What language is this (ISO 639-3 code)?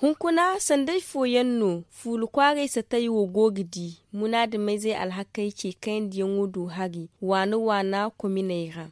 dje